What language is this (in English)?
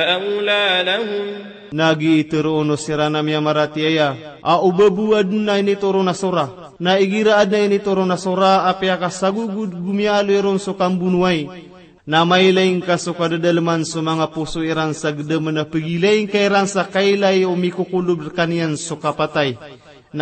Maranao